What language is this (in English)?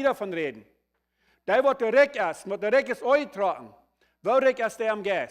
Plautdietsch